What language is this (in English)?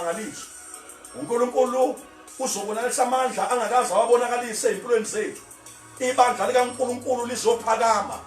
Zulu